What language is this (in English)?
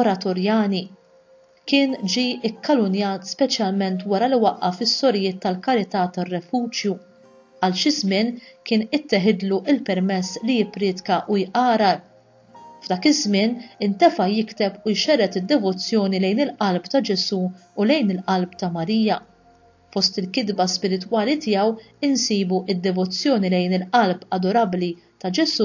Maltese